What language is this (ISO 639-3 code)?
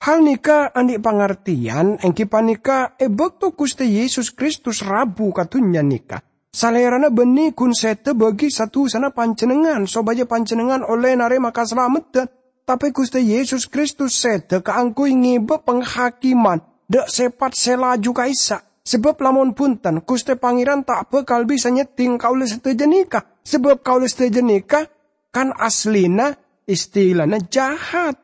mad